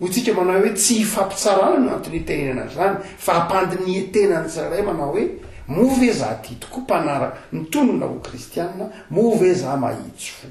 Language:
Malagasy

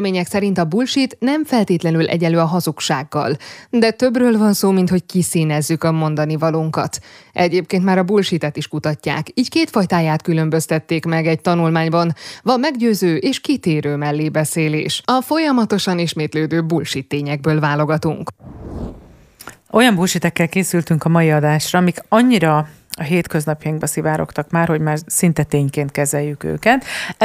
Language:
Hungarian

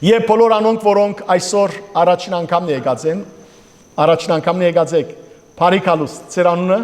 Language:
Western Armenian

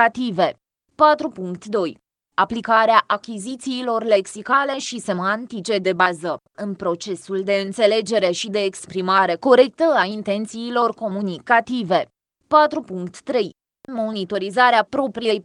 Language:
Romanian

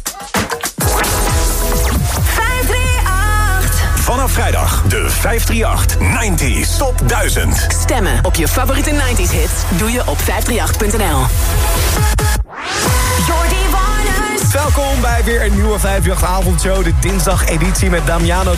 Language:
Dutch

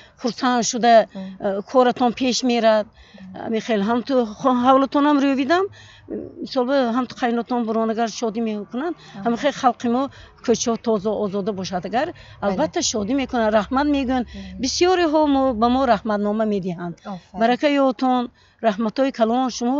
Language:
Tajik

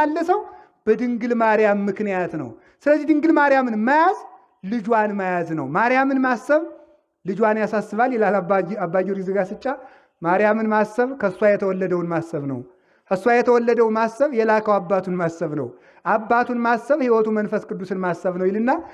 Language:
Amharic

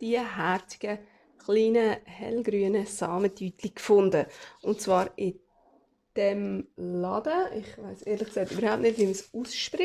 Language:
Swiss German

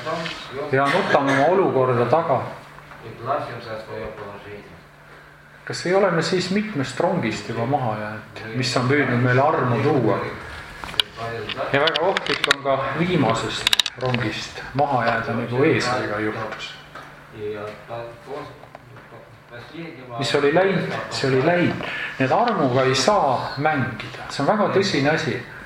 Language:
Estonian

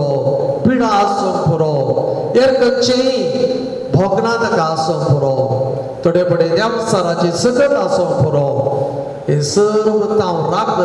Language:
Konkani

